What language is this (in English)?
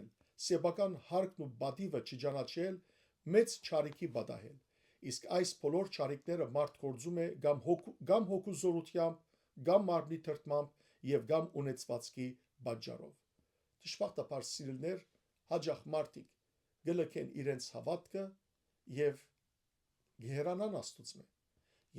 Western Armenian